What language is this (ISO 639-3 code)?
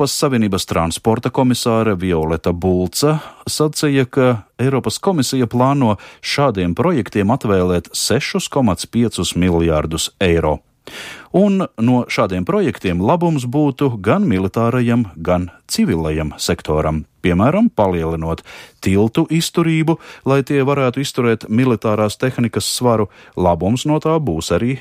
lav